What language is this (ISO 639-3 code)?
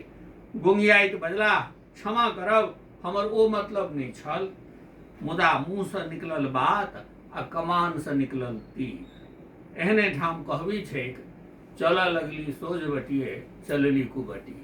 mai